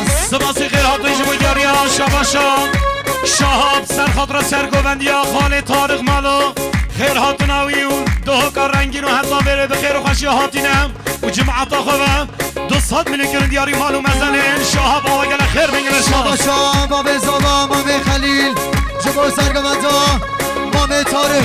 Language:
Kurdish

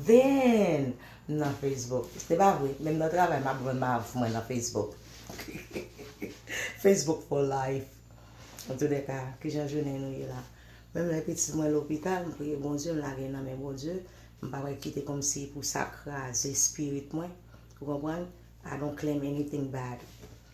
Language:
Haitian Creole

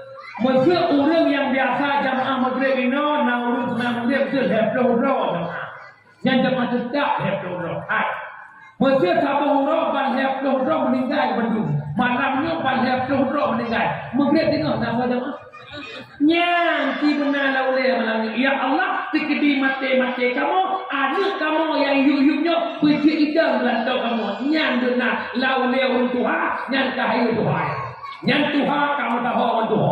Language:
Achinese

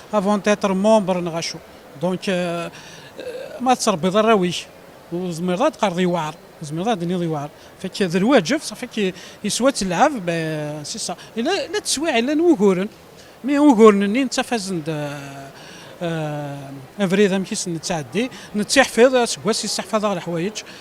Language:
Kabyle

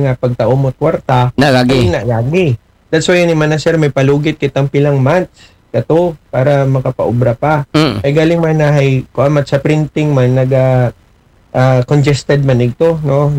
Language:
Aklanon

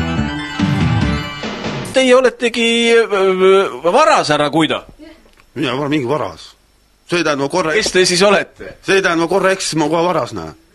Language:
Estonian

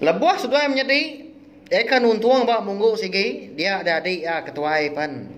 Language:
Iban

